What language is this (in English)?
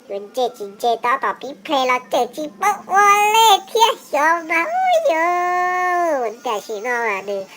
Hmong